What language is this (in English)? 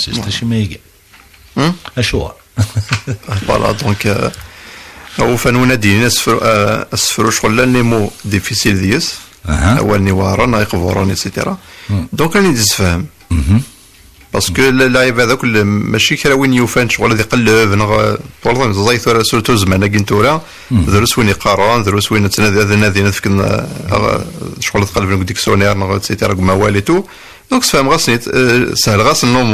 Kabyle